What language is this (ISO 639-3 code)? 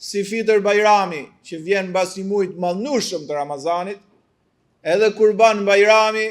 sqi